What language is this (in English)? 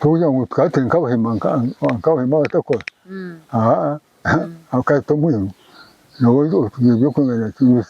Nyankole